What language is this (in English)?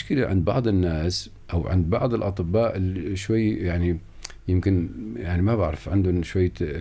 North Levantine Arabic